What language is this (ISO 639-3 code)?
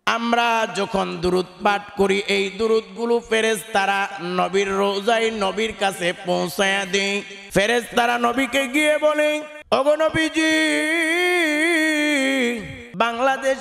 ben